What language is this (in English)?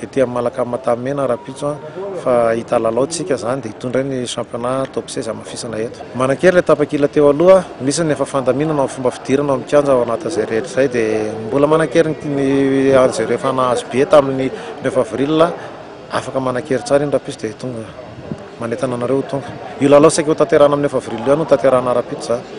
Malagasy